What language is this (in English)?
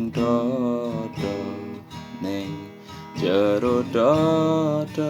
Javanese